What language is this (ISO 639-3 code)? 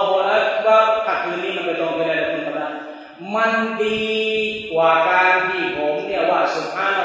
tha